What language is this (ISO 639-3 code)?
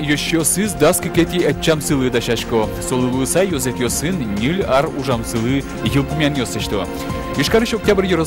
udm